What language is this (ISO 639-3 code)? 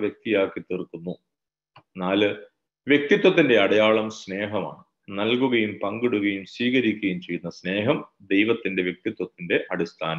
mal